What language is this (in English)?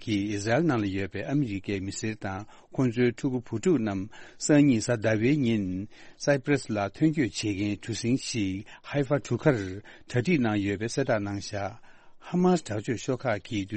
Tibetan